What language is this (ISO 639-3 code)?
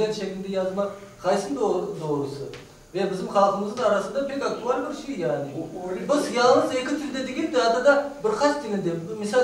crh